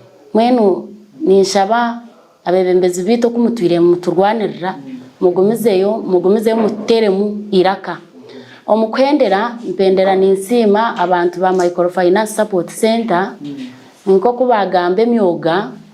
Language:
Nyankole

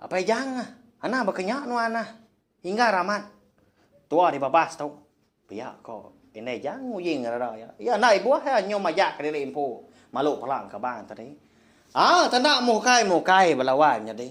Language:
Iban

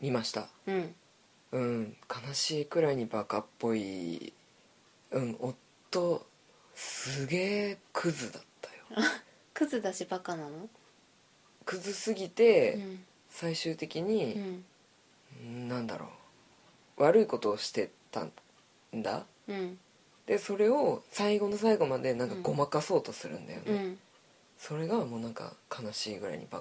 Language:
Japanese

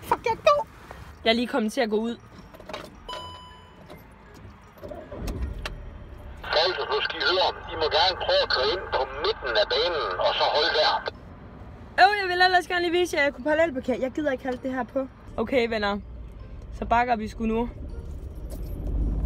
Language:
Danish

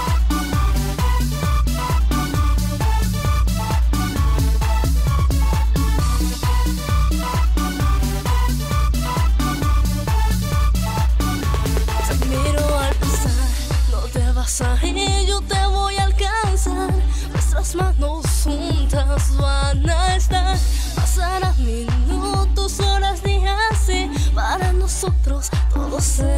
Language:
Spanish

